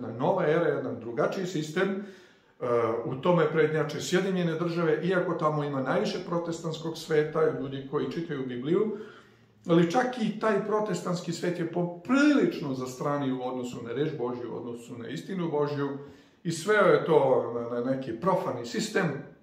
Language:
Serbian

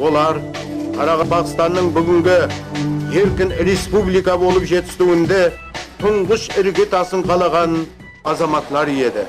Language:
Kara-Kalpak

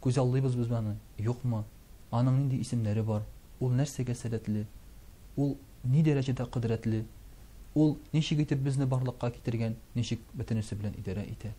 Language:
Tatar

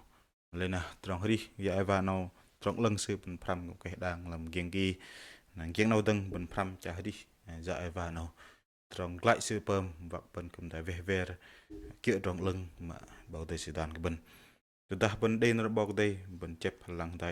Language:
Bahnar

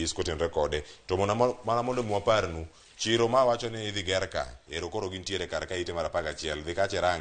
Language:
Luo (Kenya and Tanzania)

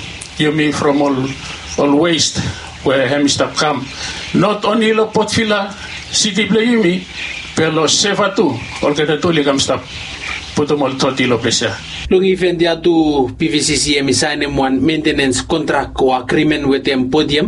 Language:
Bislama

